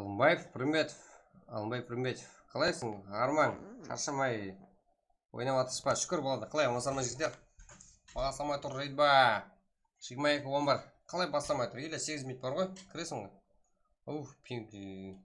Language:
Kara-Kalpak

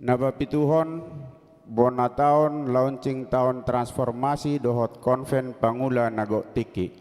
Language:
Batak Toba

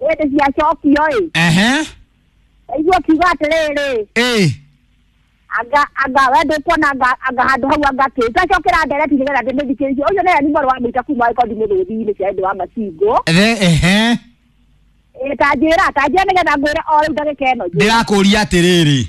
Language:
Kikuyu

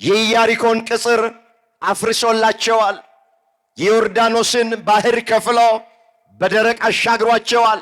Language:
Amharic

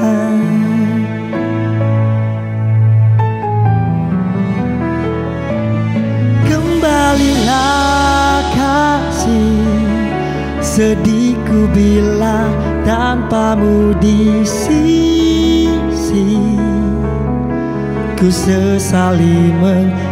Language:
Indonesian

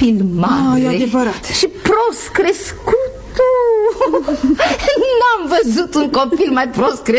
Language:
Romanian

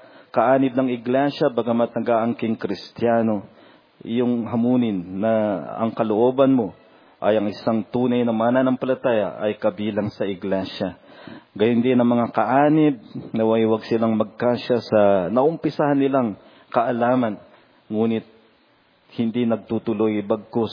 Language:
Filipino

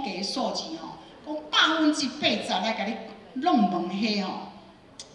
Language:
Min Nan Chinese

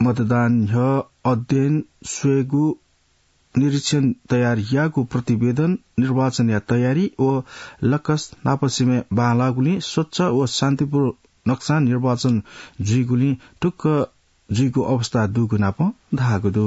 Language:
Newari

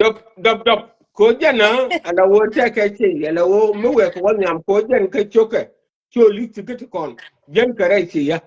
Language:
Nuer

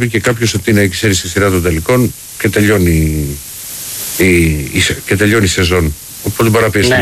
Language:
Greek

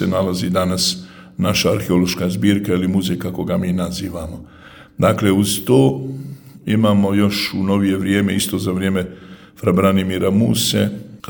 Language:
Croatian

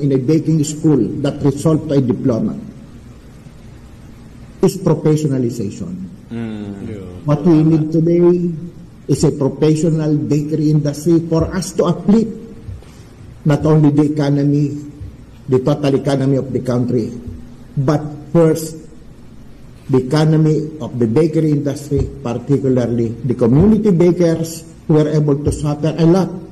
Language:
Filipino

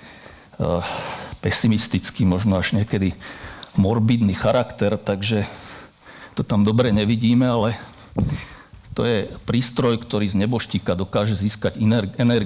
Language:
Slovak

